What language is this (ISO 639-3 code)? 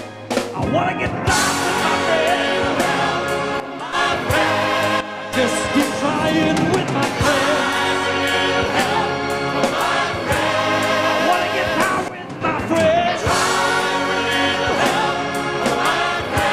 eng